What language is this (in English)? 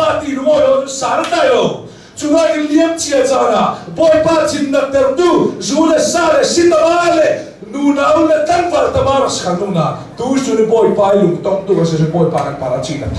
Hakha Chin